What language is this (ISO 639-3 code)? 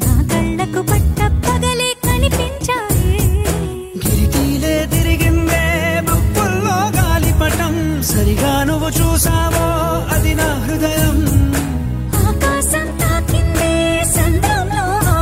tel